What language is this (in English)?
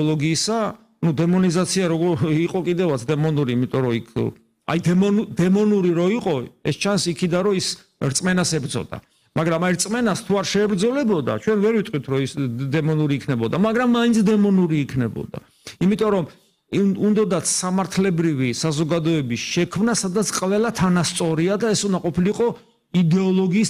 Georgian